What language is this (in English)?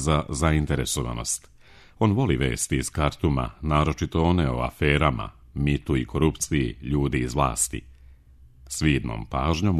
Serbian